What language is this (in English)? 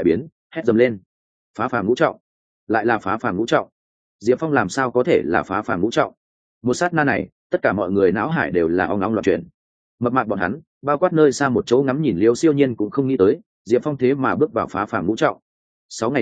Vietnamese